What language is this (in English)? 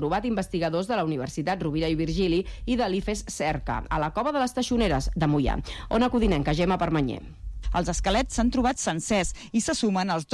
Catalan